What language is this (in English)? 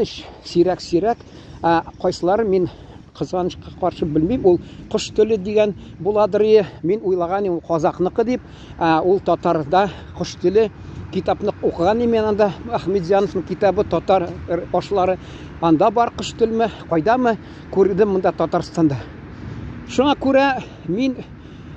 Tatar